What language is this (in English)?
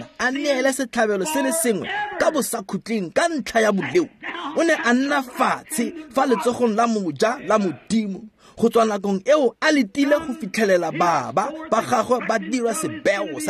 Tswana